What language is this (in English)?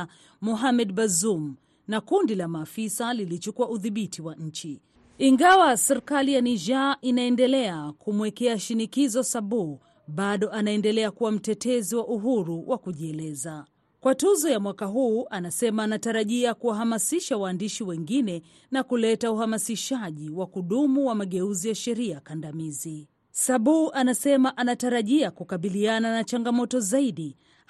Swahili